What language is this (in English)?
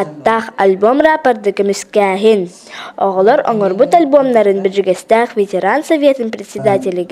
Yakut